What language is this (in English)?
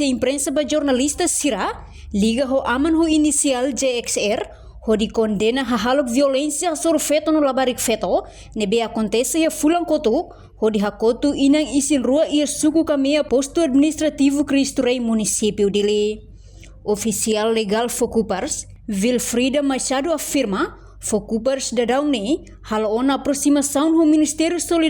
Tetum